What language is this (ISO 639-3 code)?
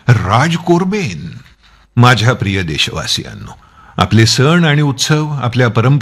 mar